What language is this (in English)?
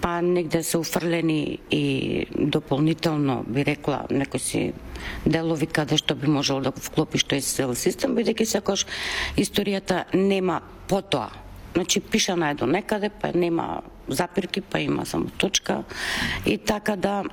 Macedonian